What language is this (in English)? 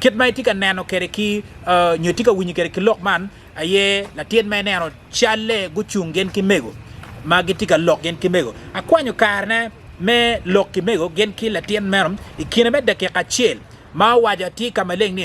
Acoli